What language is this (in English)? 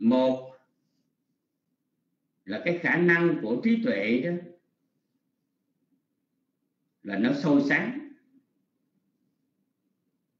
Vietnamese